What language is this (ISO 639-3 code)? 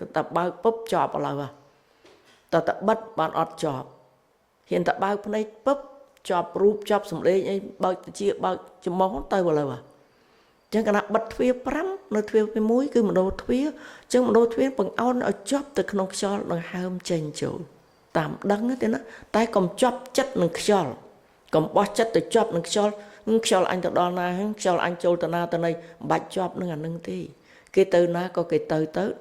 khm